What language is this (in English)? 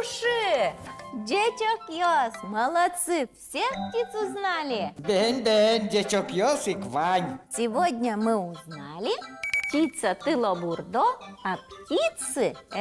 Udmurt